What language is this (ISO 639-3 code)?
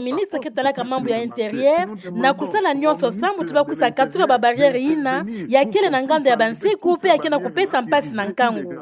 ktu